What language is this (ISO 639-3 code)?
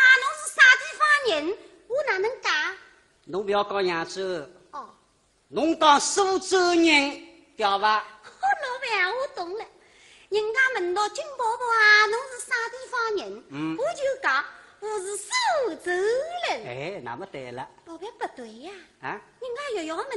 wuu